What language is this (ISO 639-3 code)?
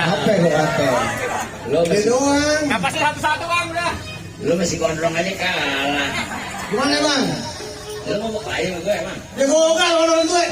bew